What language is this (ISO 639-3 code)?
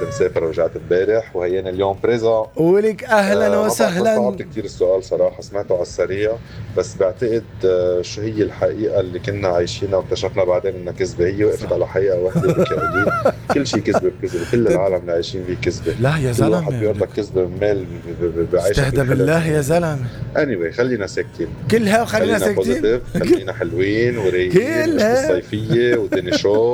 apc